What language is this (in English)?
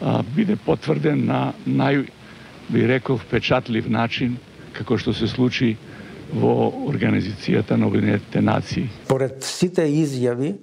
Macedonian